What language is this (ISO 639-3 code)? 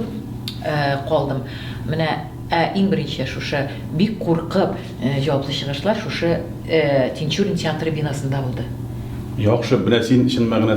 tat